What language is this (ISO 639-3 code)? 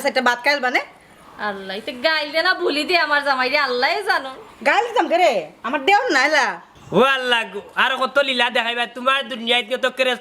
syl